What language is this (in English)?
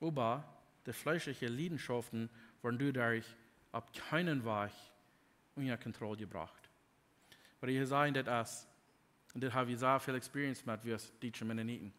Plautdietsch